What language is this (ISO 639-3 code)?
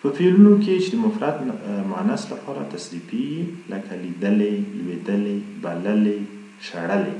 pus